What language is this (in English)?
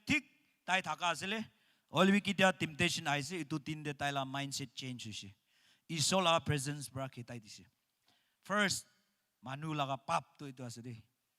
Naga Pidgin